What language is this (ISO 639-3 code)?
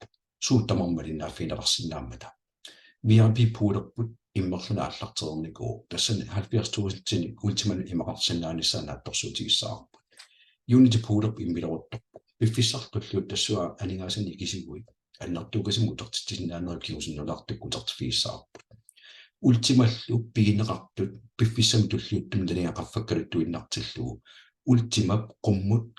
kal